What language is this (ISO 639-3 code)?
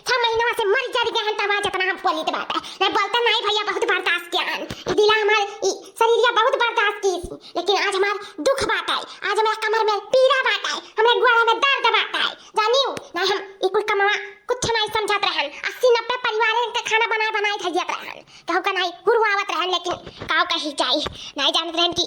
awa